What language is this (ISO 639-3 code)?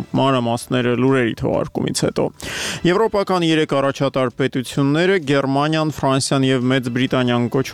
hye